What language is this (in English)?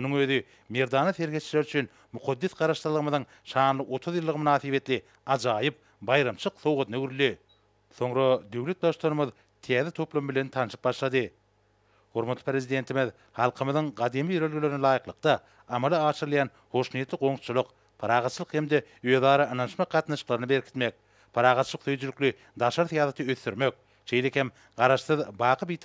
Turkmen